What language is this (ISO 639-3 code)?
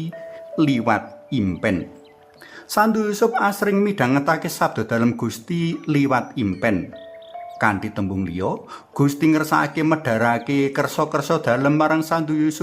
jav